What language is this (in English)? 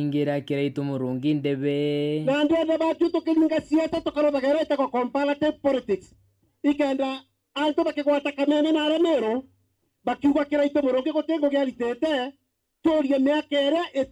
Meru